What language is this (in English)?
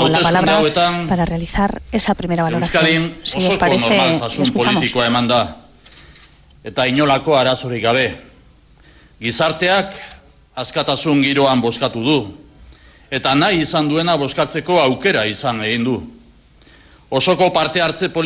Basque